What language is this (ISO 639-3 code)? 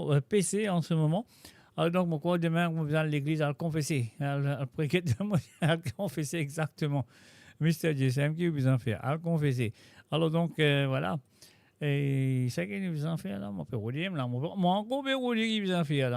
mfe